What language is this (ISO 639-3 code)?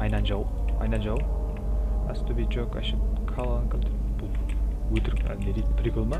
kaa